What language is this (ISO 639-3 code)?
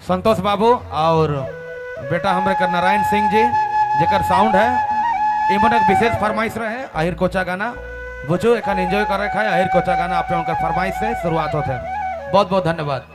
sck